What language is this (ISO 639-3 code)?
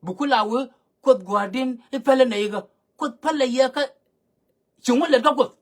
nus